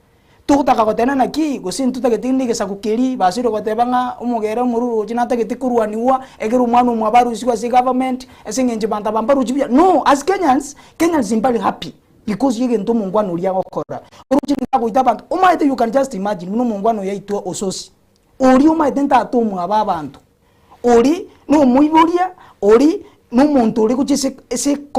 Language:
Gusii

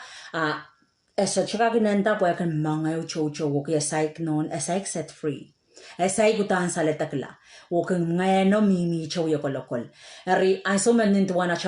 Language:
Pohnpeian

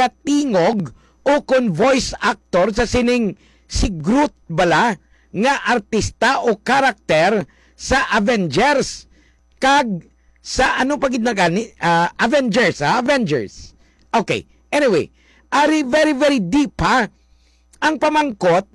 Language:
Hiligaynon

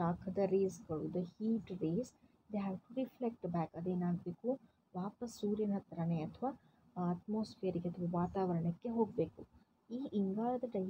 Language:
Kannada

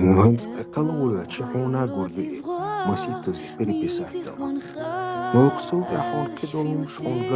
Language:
Chechen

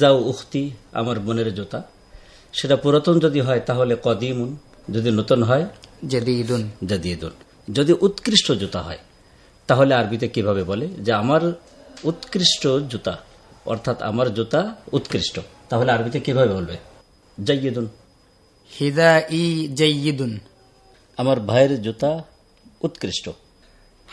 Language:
Bangla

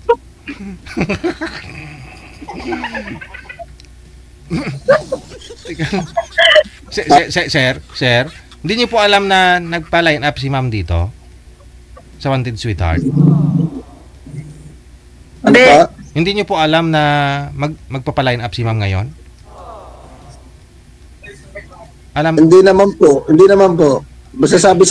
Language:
Filipino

